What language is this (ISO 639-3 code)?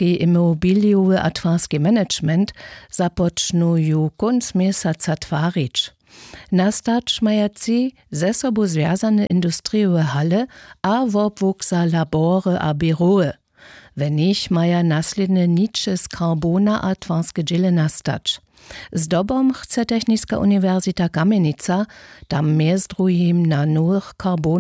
hsb